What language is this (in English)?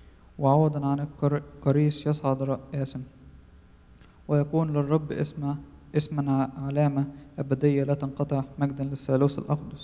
Arabic